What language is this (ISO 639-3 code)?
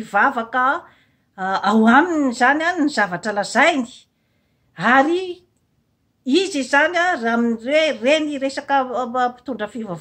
mlg